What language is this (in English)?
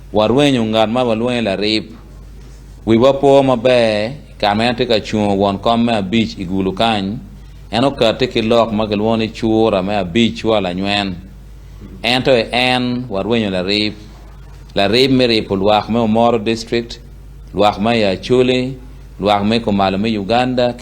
Acoli